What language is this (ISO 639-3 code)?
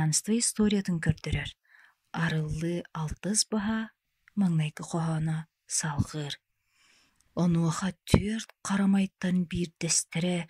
sah